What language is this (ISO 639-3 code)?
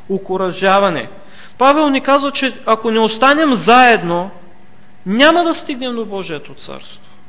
bul